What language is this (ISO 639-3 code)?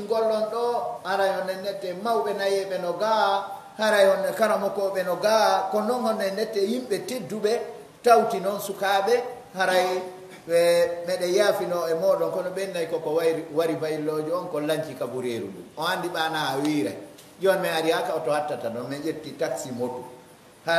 fuf